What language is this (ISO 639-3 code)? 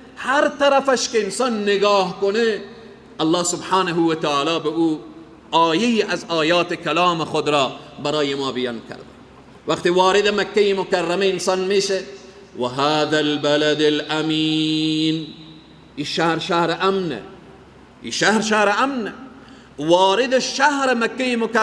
fas